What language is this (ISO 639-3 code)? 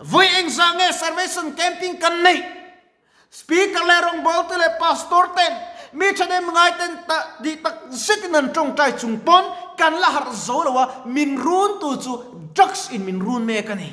lus